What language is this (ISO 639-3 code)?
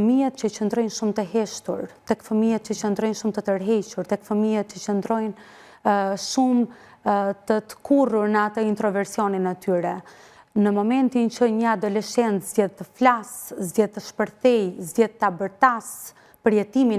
sqi